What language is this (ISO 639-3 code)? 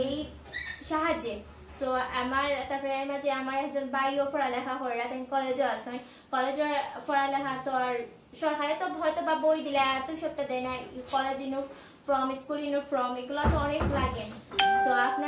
syl